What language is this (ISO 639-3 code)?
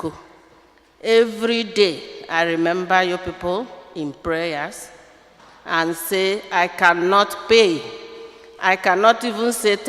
ibo